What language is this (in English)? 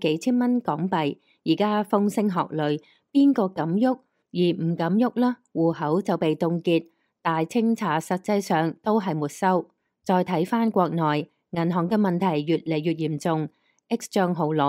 Cantonese